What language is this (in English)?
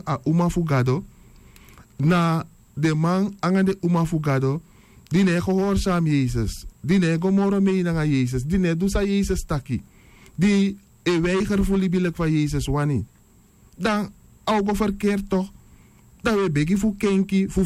Sranan Tongo